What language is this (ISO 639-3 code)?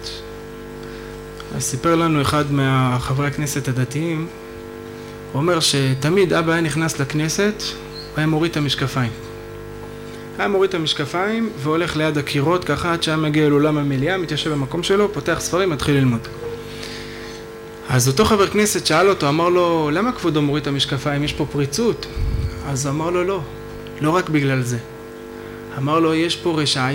heb